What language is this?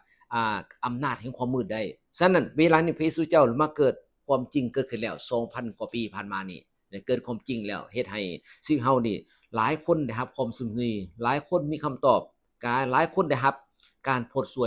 Lao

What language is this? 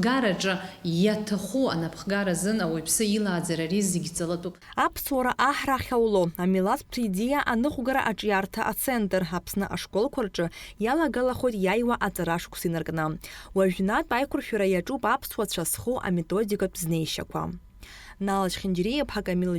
Abkhazian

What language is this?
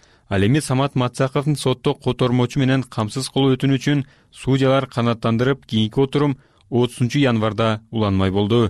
Kyrgyz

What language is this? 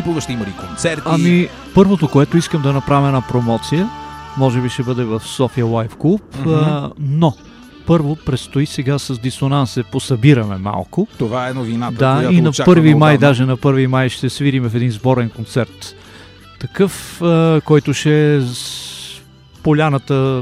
Bulgarian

